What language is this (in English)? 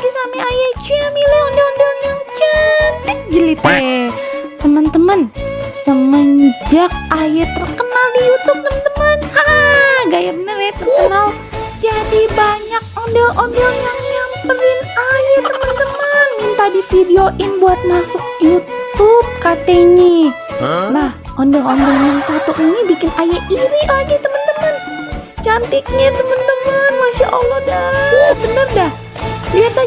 Betawi